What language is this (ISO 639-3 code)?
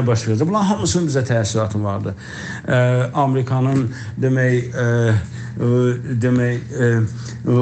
azb